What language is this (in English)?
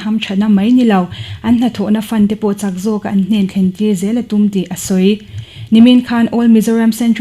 Mizo